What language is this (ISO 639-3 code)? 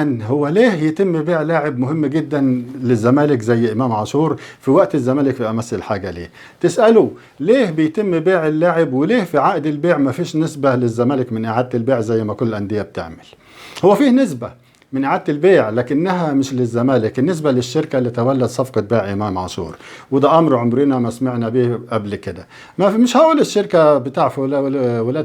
arz